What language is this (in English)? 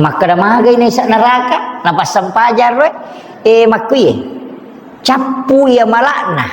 Buginese